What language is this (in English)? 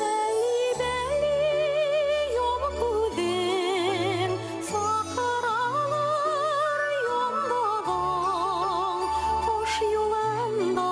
Bashkir